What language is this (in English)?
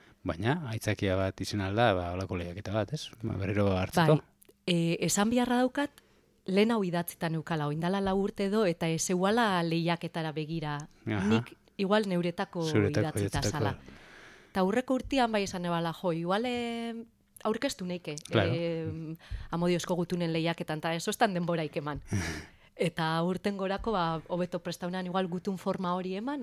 Basque